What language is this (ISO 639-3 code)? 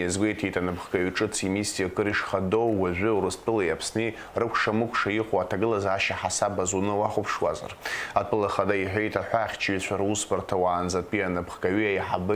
abk